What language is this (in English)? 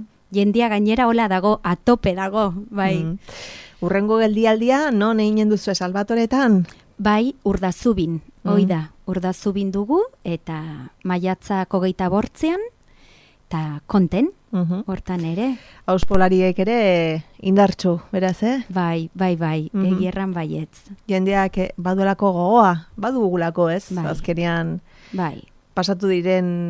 Basque